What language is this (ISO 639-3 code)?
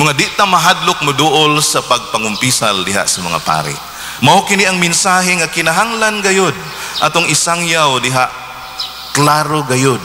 ceb